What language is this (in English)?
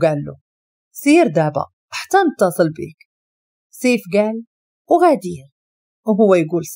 Moroccan Arabic